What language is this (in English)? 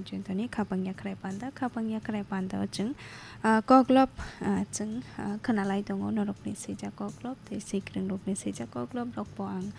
Kok Borok